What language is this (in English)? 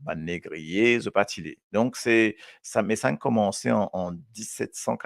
Morisyen